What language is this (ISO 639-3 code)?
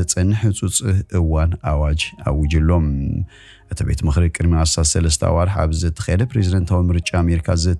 tir